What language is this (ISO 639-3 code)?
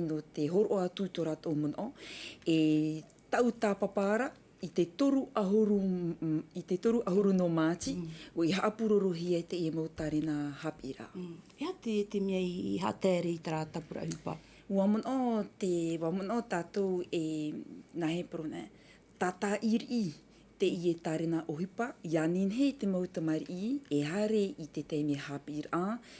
tah